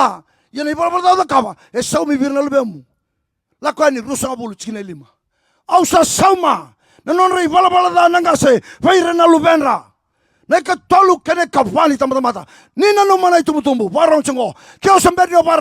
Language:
Fijian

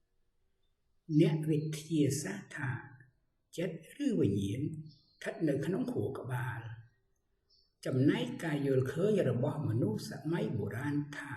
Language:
Khmer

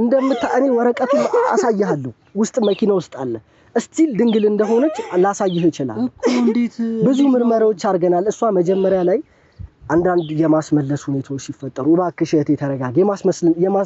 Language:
Amharic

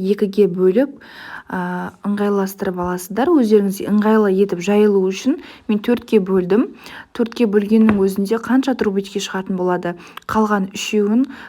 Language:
Kazakh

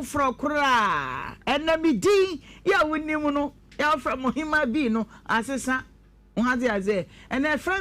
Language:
Akan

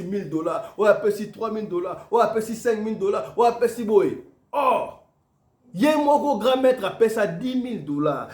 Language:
Lingala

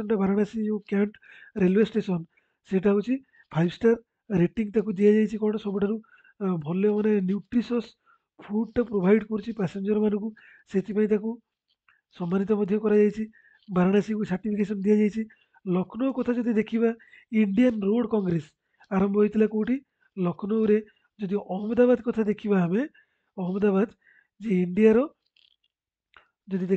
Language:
Odia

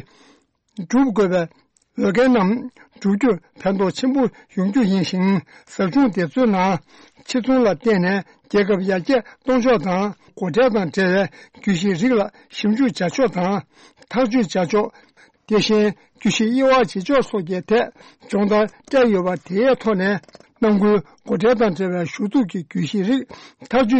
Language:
Tibetan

